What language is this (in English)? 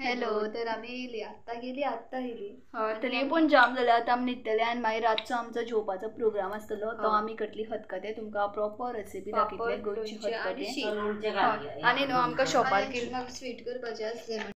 Konkani